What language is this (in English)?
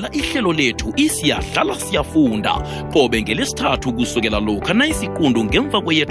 South Ndebele